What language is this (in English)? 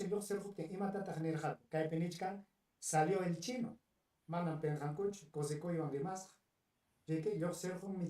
Ayacucho Quechua